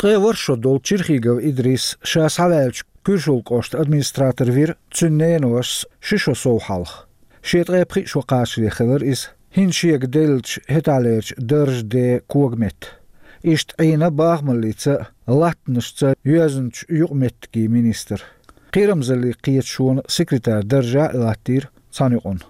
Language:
Chechen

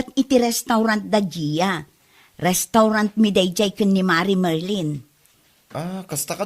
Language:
Iloko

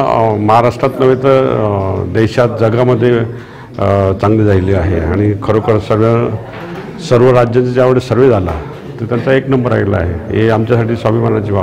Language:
Marathi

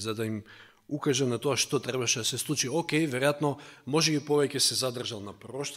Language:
Macedonian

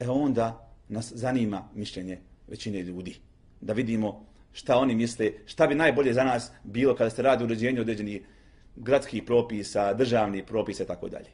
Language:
Bosnian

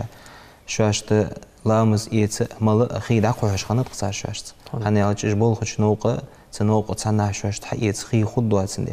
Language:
Ingush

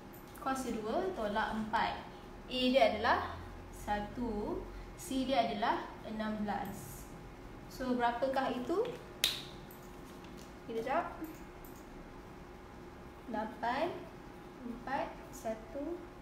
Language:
Malay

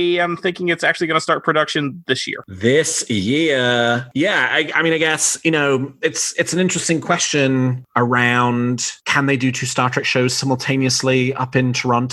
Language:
English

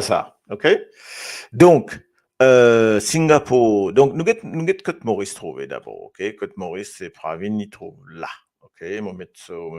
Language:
Morisyen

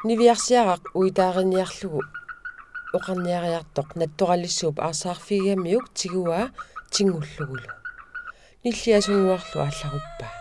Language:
Kalaallisut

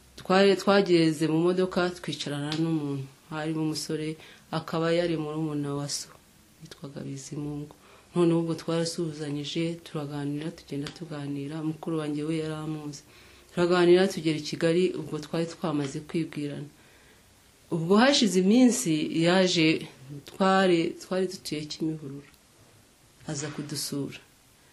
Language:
Kinyarwanda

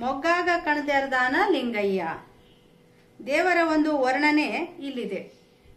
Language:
Kannada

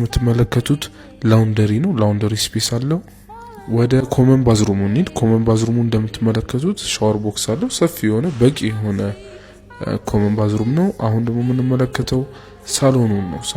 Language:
Amharic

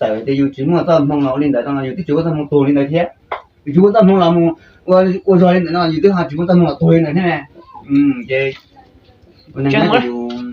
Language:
Hmong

